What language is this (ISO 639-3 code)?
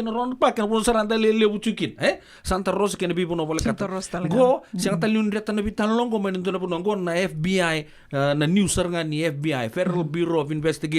fij